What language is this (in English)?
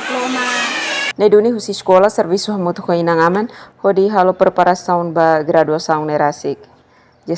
Tetum